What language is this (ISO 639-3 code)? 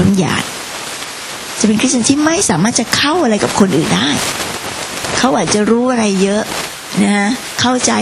tha